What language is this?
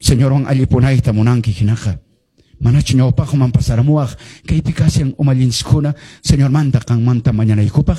Quechua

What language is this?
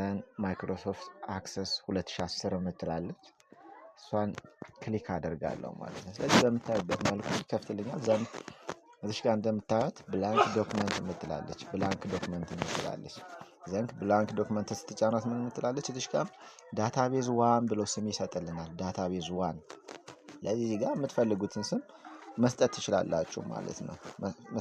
Amharic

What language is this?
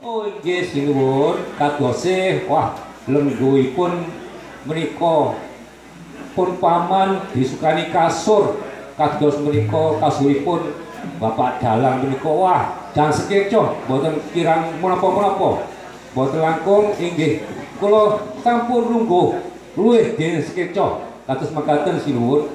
Javanese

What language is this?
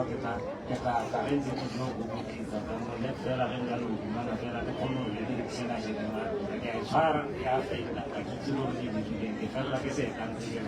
Northern Sotho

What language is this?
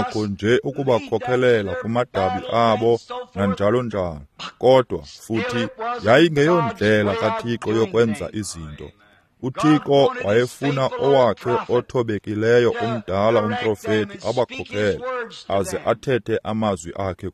Xhosa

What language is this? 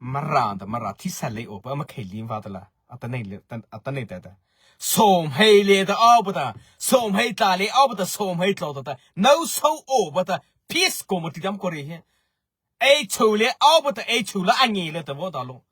Mara Chin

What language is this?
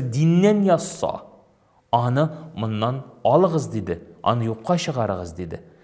Tatar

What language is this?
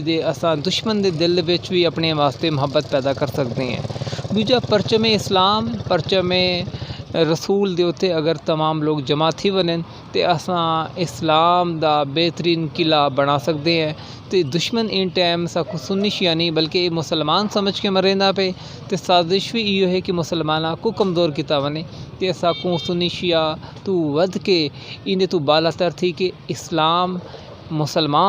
Saraiki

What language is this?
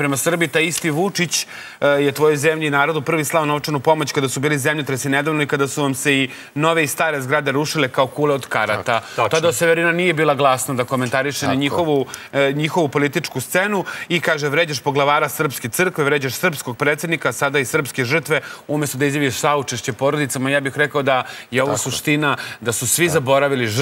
Serbian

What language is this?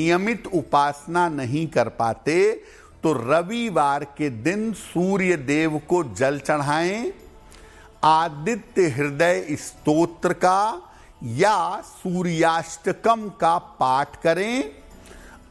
Hindi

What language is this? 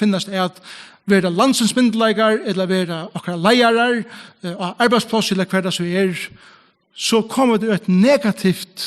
Faroese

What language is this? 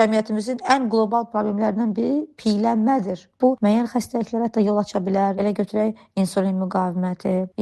Azerbaijani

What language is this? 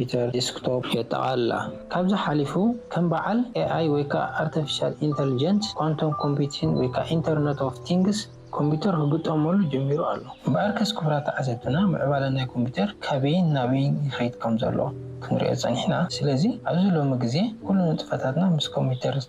Tigrinya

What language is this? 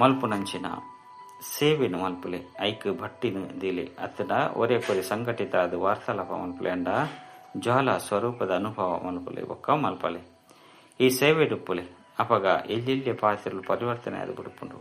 Tulu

